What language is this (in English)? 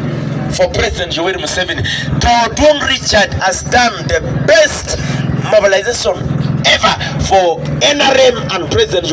Acoli